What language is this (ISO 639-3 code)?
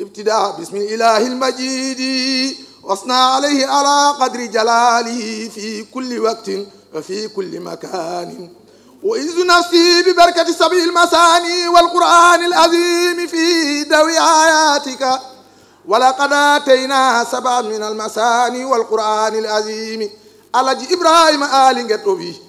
ful